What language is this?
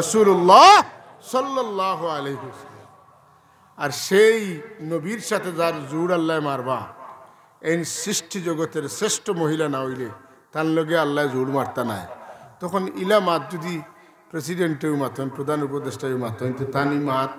Sylheti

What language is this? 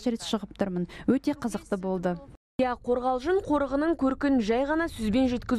Kazakh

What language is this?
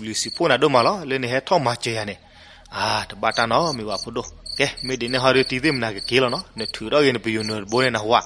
S'gaw Karen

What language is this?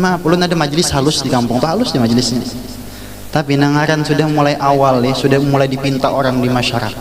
Banjar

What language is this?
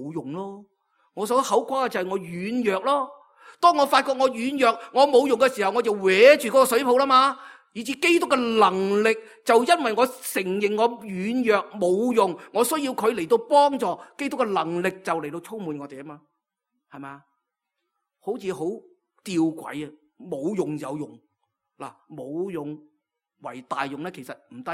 Cantonese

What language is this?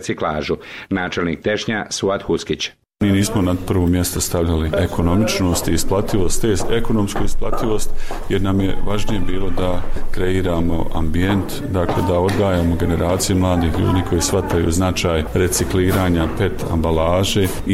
Bosnian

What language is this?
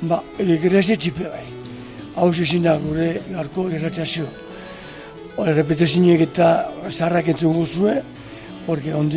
Basque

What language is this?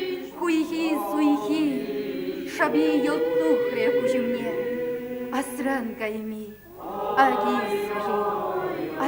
Chuvash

